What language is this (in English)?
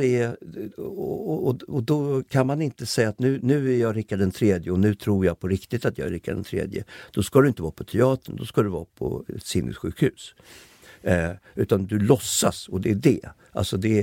Swedish